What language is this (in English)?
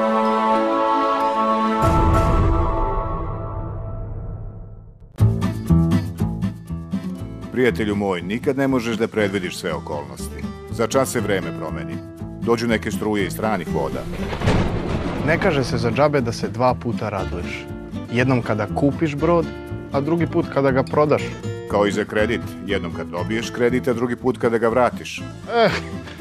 Serbian